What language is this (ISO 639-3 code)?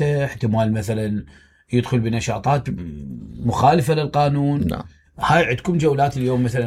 acm